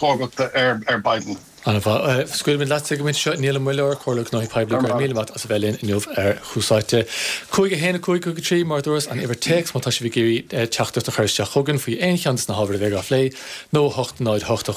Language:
Irish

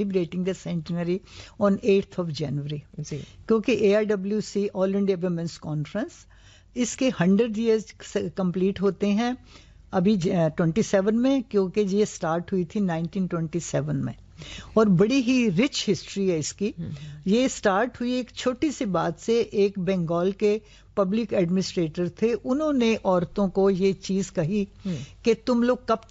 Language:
Urdu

